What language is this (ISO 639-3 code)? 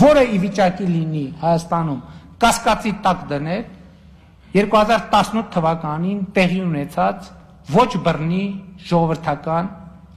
hye